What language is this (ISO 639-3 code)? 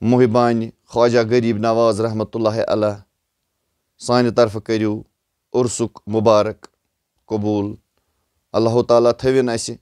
kas